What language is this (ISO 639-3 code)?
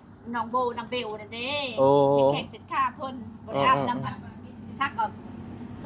tts